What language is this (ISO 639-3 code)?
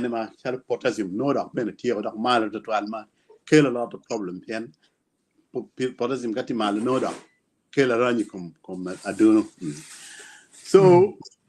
ach